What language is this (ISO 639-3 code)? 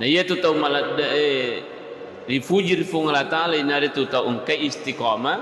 bug